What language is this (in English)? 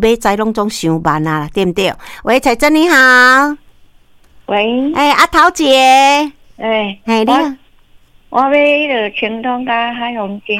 Min Nan Chinese